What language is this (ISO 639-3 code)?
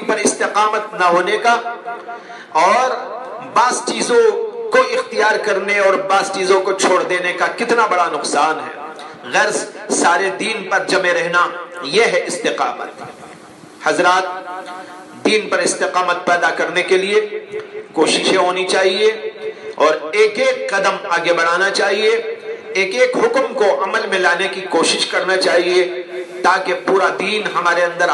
urd